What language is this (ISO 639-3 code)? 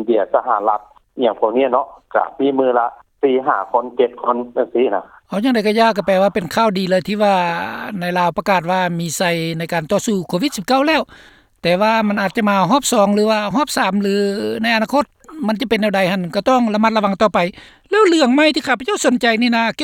lao